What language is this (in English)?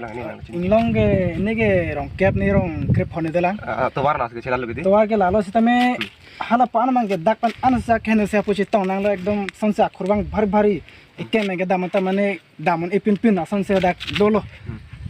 Karbi